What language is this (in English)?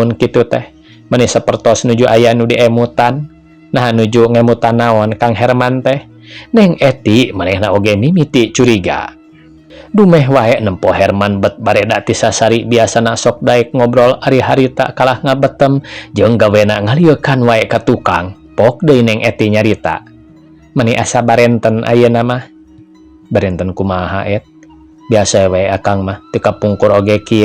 Sundanese